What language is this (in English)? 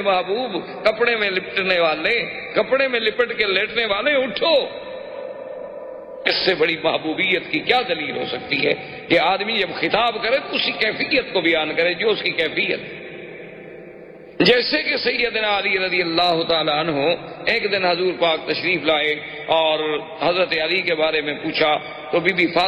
Urdu